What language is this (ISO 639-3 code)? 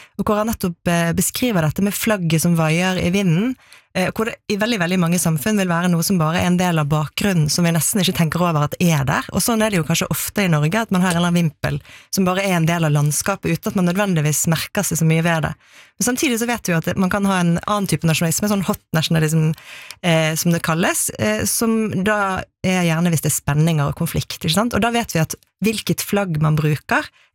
nor